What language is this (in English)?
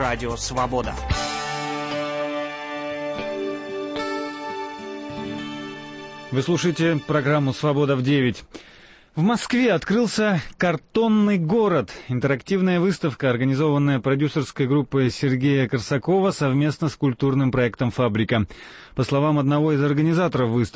Russian